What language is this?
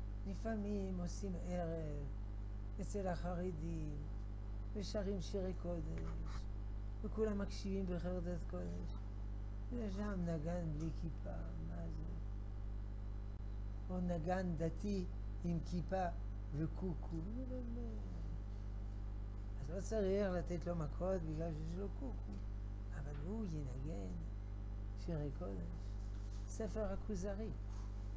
Hebrew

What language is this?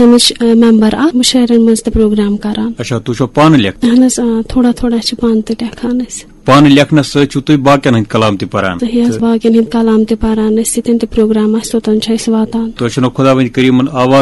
Kashmiri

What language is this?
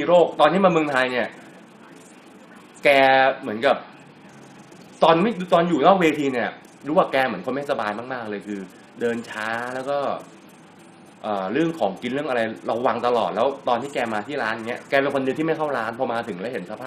Thai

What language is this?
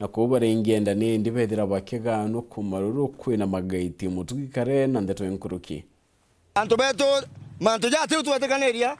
Meru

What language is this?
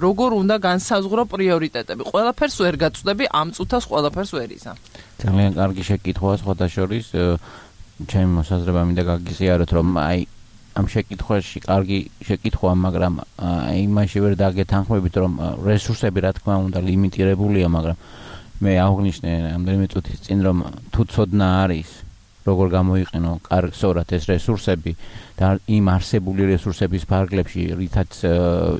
Georgian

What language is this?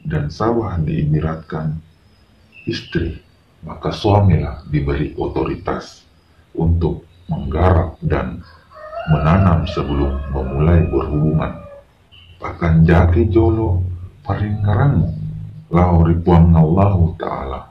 Buginese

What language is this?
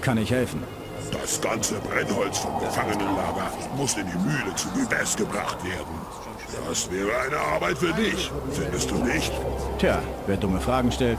Bavarian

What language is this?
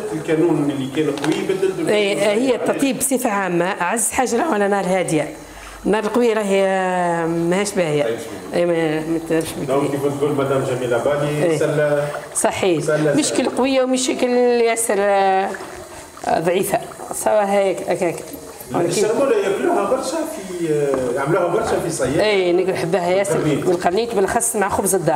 Tunisian Arabic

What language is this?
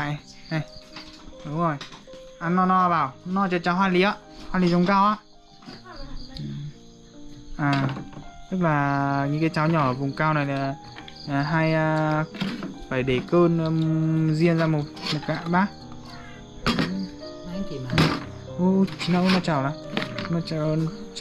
Vietnamese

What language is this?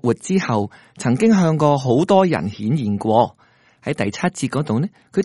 Cantonese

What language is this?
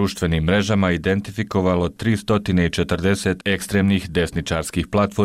Bosnian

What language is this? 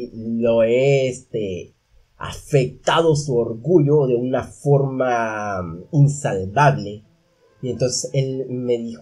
Spanish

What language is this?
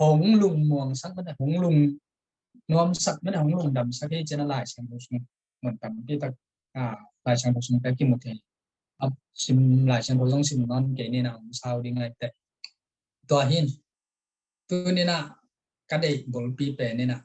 Tedim Chin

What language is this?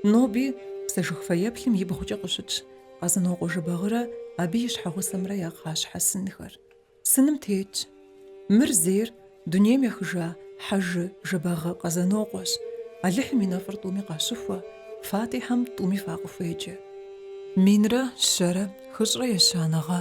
Kabardian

